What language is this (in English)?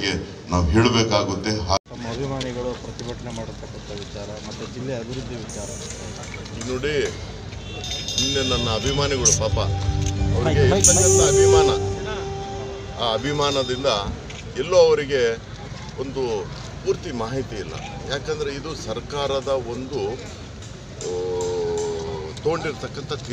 Kannada